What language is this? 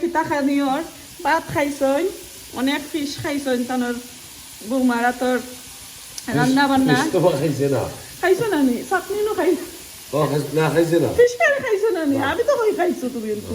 Sylheti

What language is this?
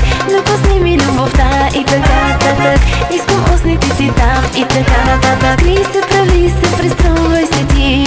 Bulgarian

